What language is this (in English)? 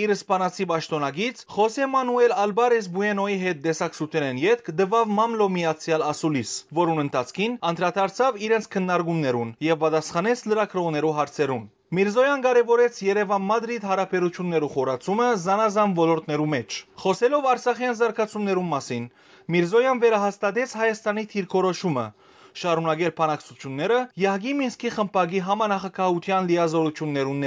Western Armenian